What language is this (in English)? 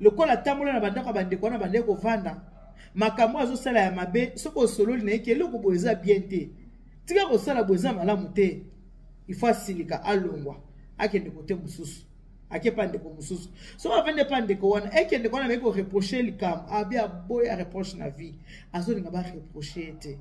Lingala